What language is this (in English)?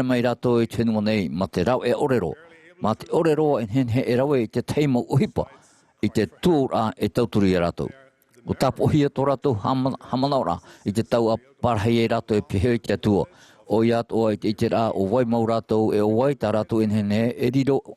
Tahitian